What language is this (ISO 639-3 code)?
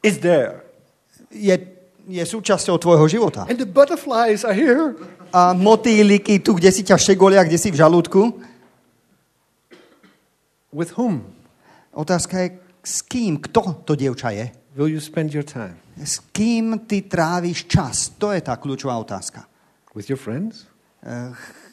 slk